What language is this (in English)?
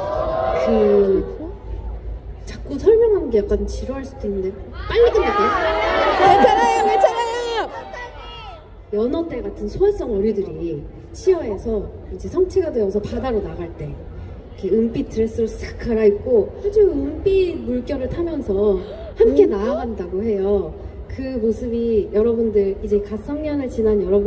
Korean